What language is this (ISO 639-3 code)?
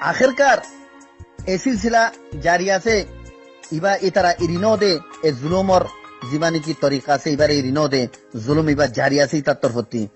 rhg